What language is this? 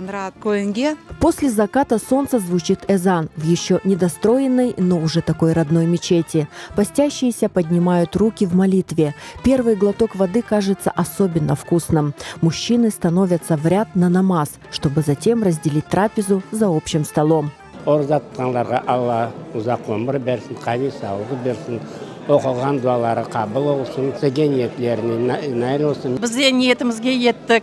Crimean Tatar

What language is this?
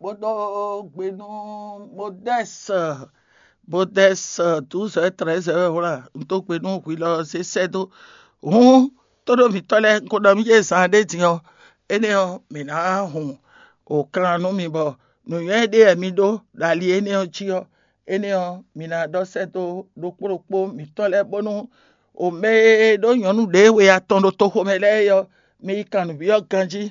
Fon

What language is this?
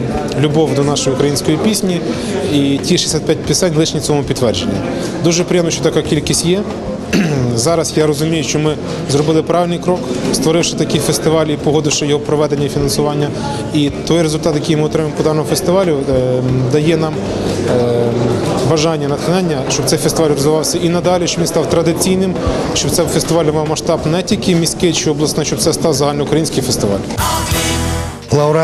Ukrainian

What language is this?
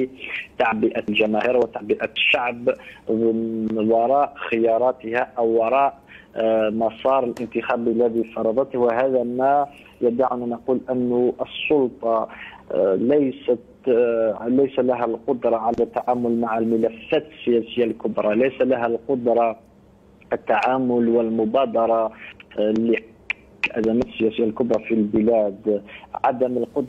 Arabic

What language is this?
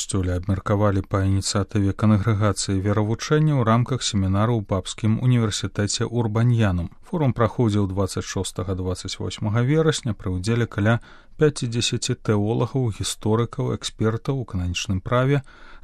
Belarusian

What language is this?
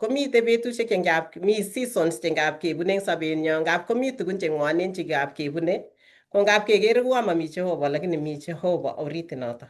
Kalenjin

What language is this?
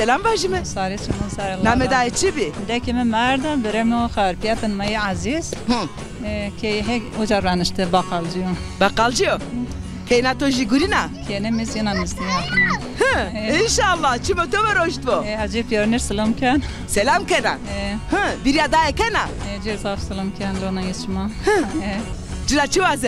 Zaza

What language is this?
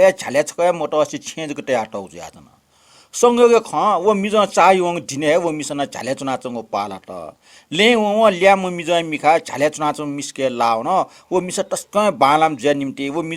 Newari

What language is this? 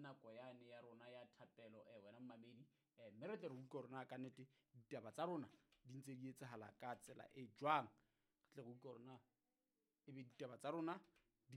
Southern Sotho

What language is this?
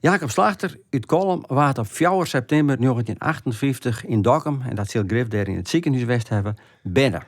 Western Frisian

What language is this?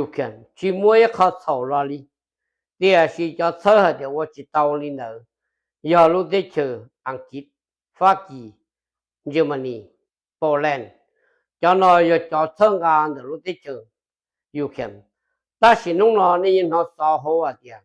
Hmong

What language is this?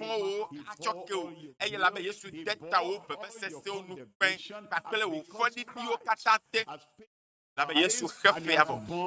Ewe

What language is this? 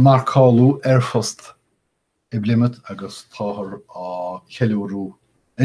Irish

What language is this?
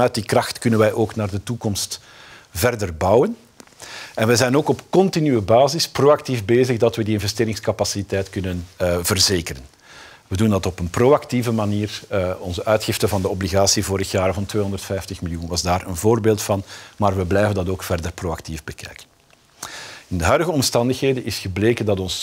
Dutch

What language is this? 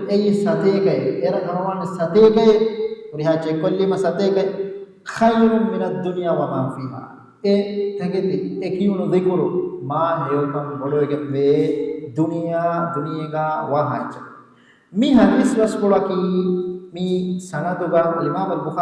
Divehi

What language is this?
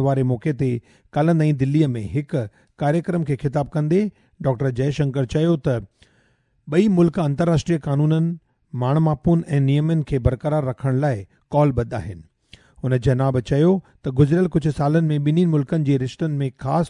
Sindhi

